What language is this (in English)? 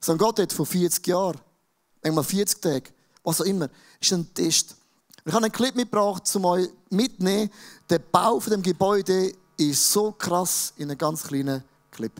Swiss German